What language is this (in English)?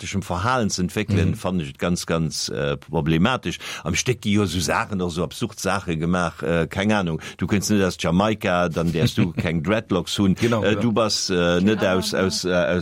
Luxembourgish